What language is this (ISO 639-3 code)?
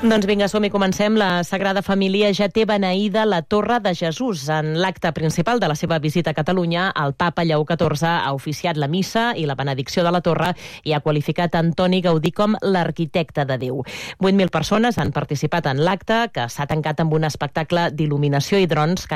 cat